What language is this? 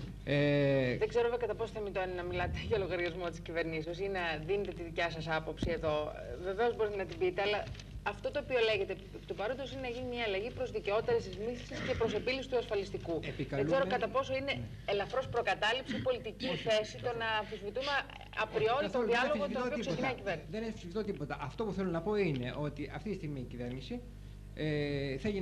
Greek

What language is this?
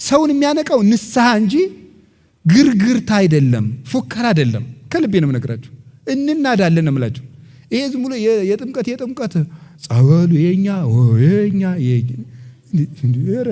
Amharic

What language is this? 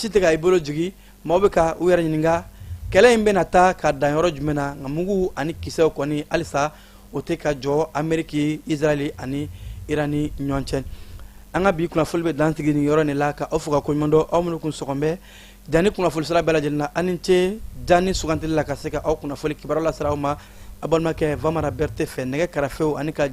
Bambara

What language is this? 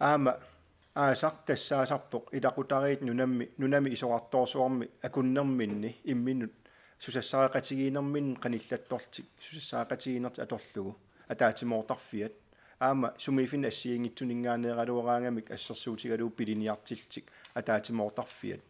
Kalaallisut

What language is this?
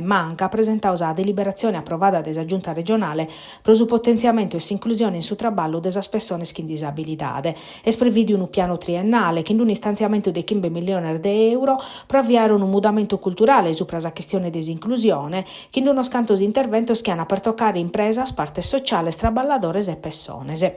Sardinian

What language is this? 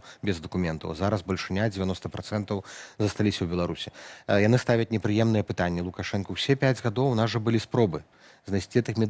Belarusian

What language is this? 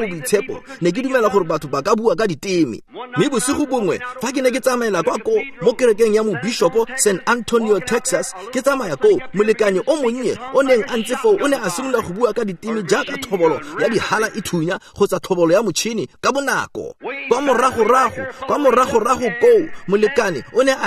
Tswana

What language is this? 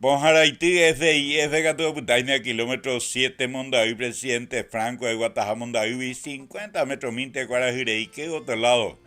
Guarani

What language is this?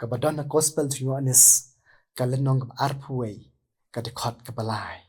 Khasi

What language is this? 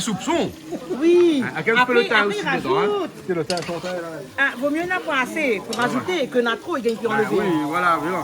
Réunion Creole French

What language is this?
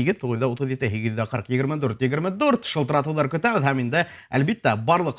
Bashkir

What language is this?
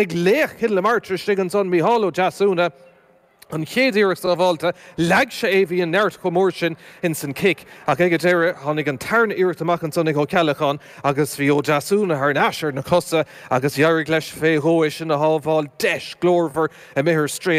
Irish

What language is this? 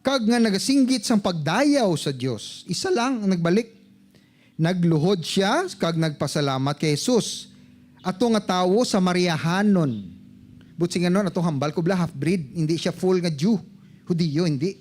Hiligaynon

